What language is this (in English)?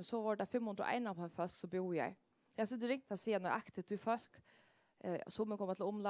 Faroese